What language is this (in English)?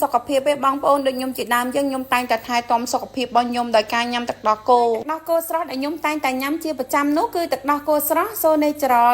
Khmer